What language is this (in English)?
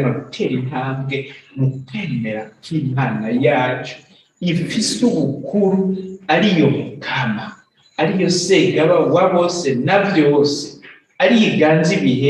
Rundi